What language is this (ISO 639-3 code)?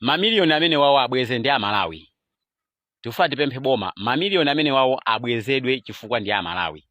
nya